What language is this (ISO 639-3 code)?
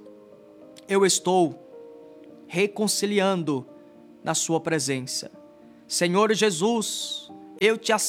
por